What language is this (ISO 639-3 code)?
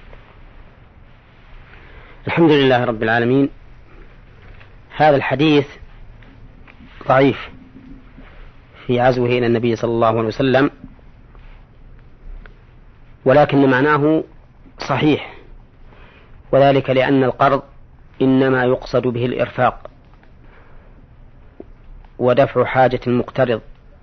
ara